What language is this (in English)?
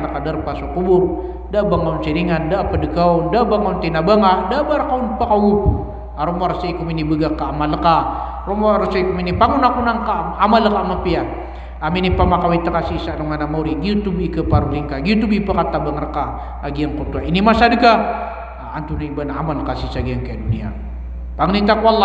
Maranao